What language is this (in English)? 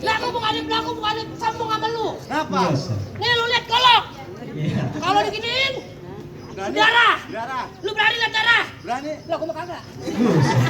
Betawi